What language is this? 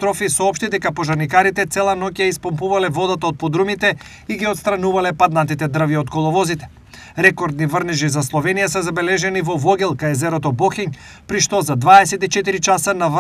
Macedonian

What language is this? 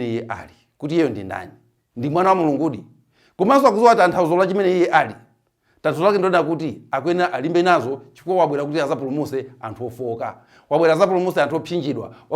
Nyanja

